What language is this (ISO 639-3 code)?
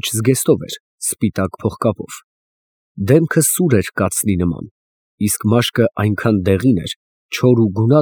hye